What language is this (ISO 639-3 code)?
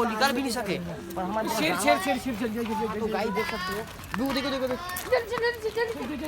hne